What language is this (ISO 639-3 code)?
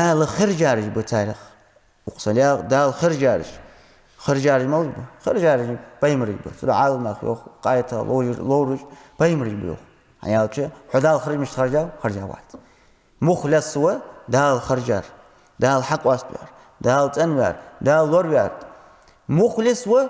inh